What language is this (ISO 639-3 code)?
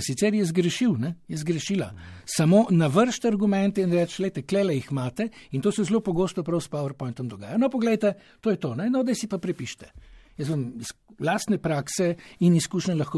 slv